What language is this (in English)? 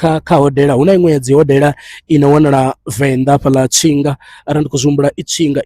Venda